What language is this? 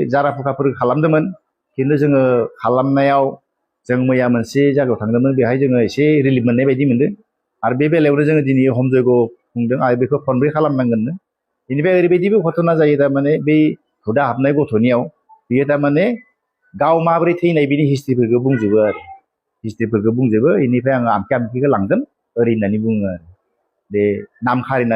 Bodo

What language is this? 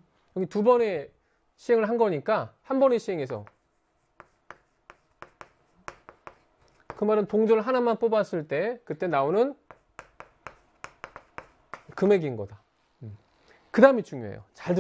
Korean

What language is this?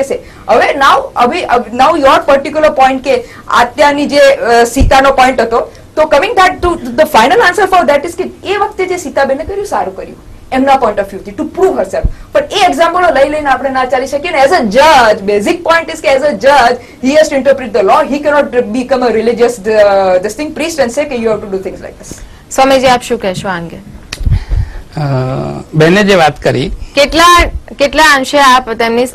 Gujarati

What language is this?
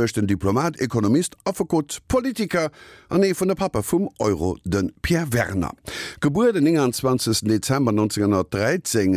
Luxembourgish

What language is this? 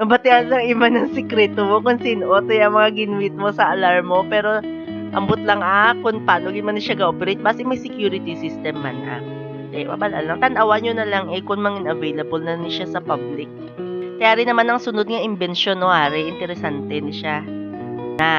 Hiligaynon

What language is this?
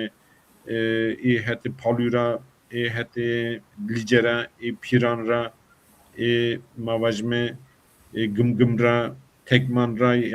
Zaza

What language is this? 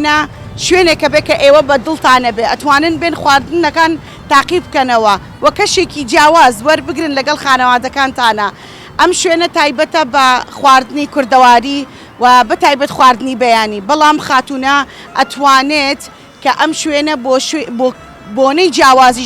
Central Kurdish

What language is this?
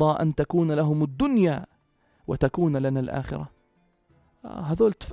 North Levantine Arabic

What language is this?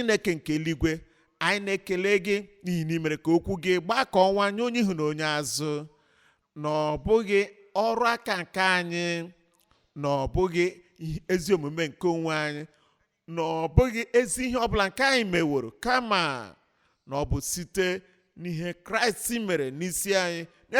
Igbo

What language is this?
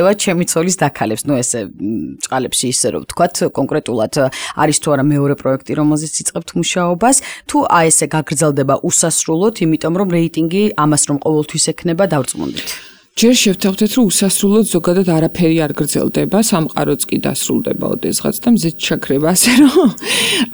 Georgian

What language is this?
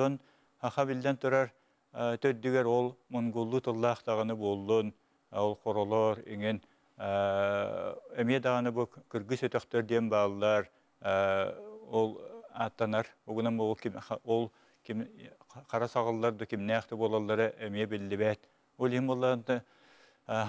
Yakut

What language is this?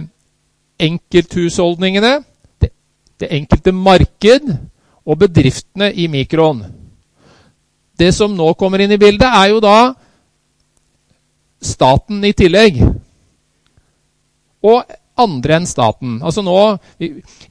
Norwegian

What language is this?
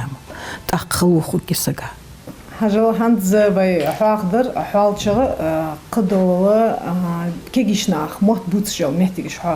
Ingush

